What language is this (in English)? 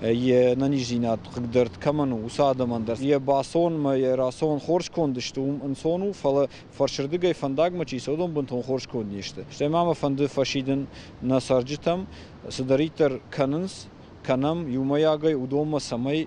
Ossetic